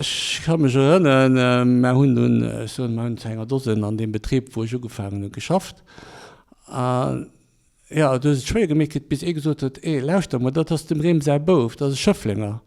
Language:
Luxembourgish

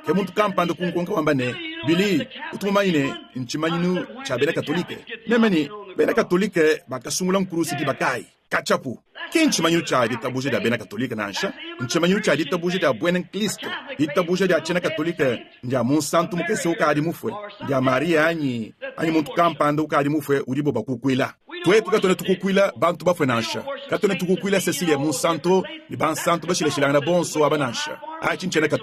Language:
Luba-Lulua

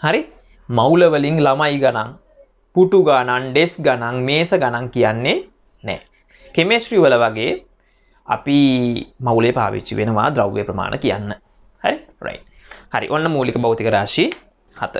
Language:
Sinhala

